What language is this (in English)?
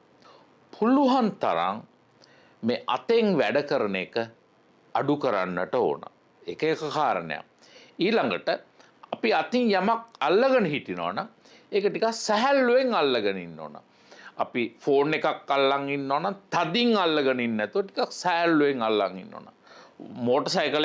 Sinhala